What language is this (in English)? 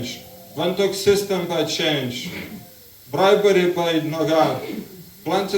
Tok Pisin